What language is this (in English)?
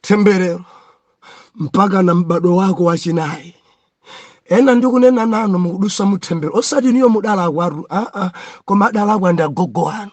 Nyanja